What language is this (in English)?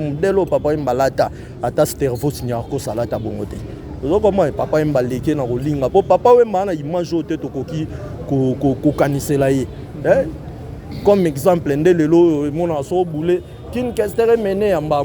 Lingala